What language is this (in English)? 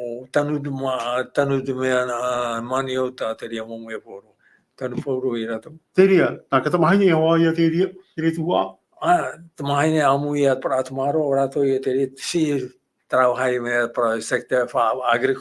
Tahitian